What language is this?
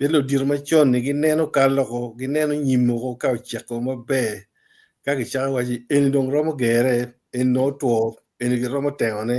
Acoli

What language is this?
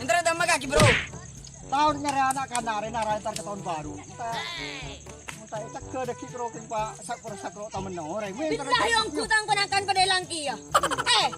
Madurese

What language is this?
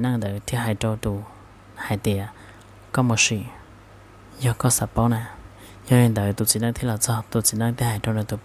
Hmong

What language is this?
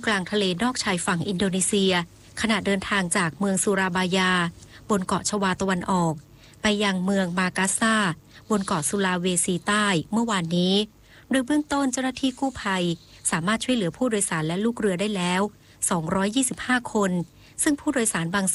Thai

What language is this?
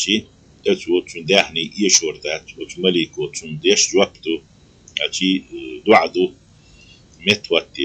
Chechen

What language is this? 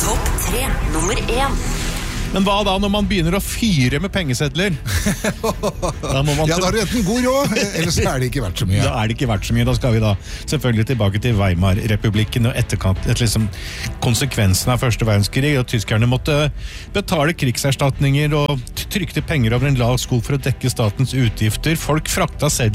Norwegian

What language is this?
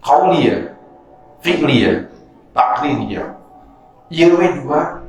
Sundanese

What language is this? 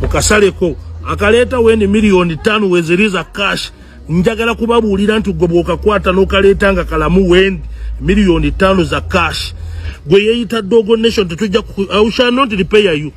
Ganda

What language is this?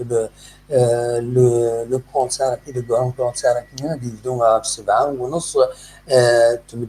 Kabyle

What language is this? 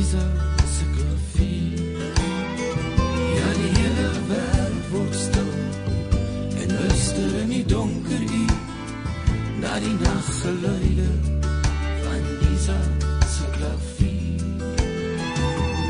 Afrikaans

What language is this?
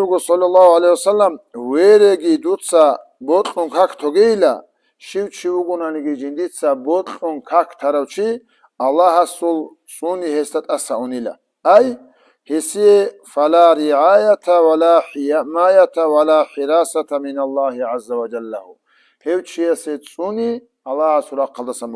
Avaric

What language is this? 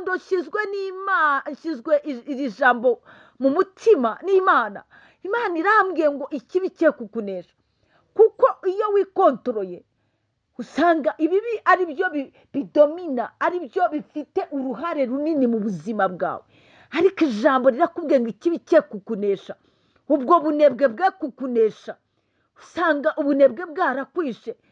Kinyarwanda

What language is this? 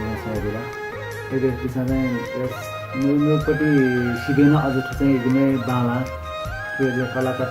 Newari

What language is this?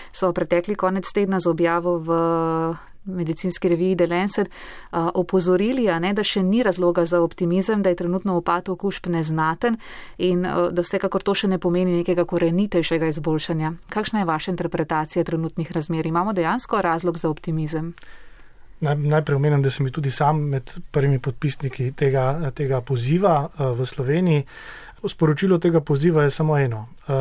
Slovenian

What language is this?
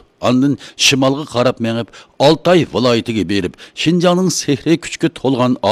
Uyghur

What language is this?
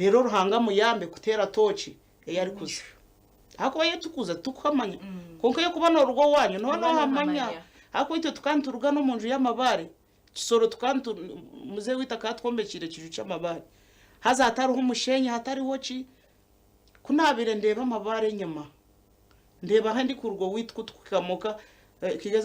Nyankole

